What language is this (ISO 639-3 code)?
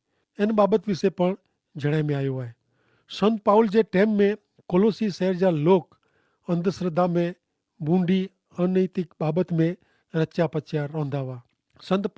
kfr